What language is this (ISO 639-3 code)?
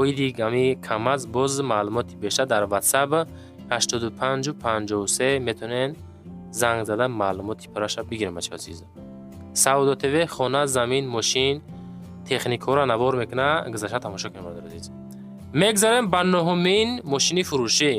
tgk